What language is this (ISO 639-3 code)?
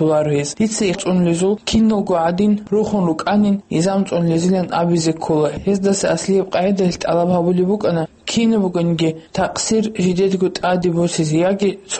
ava